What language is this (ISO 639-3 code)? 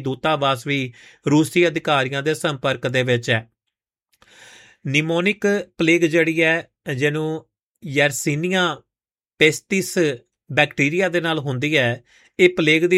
pan